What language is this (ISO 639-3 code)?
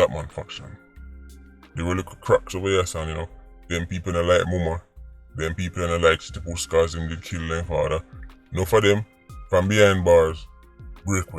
jam